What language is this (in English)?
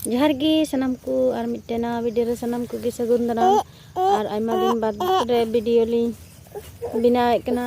Santali